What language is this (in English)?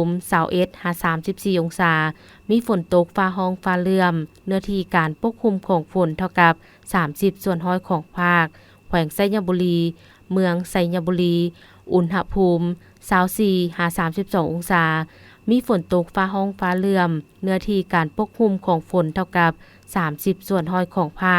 Lao